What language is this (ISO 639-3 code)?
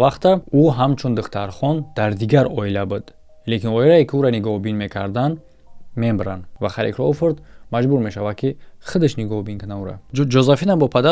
tgk